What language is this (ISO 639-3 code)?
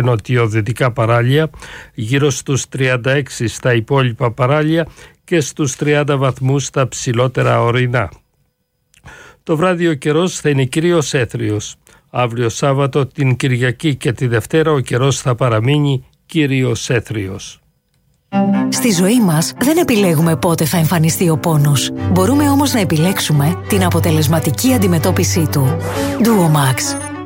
ell